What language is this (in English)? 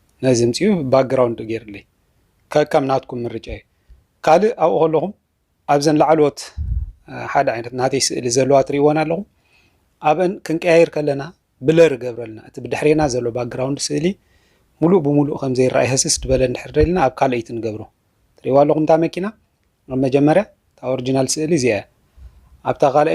Tigrinya